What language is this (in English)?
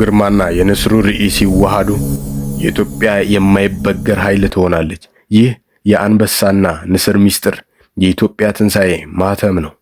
Amharic